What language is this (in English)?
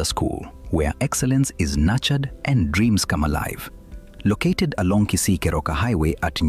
Gusii